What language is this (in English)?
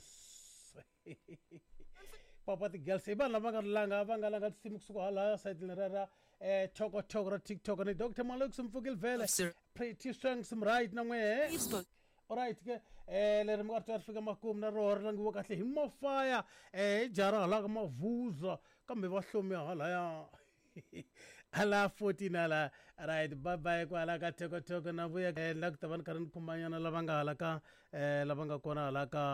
Tsonga